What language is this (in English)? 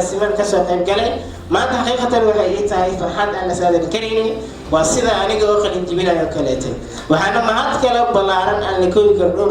Somali